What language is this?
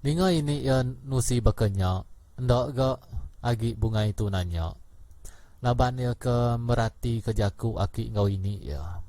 Iban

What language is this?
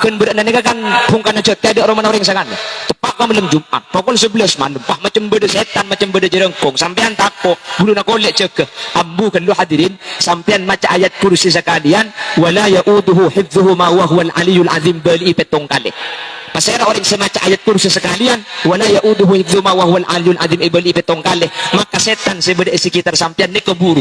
Madurese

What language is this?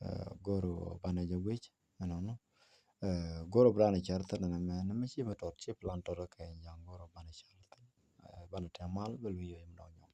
Nuer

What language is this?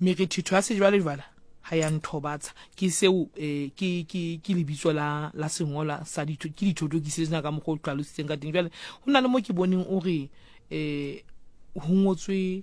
Southern Sotho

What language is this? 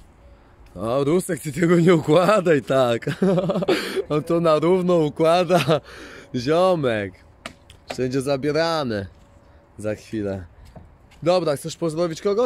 Polish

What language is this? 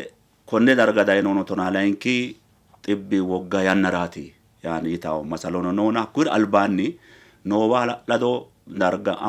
Sidamo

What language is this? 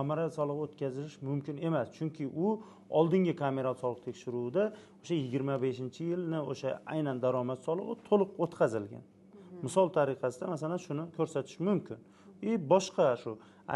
Uzbek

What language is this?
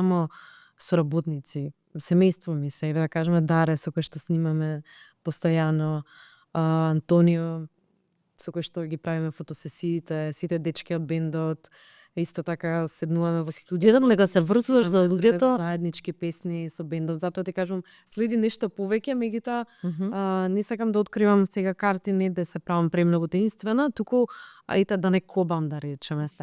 Macedonian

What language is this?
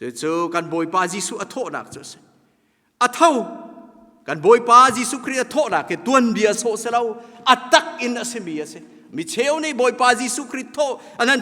Hakha Chin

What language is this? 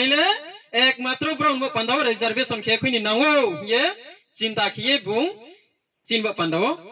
Riang (India)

